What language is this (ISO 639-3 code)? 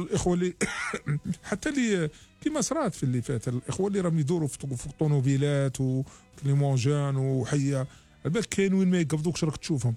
arq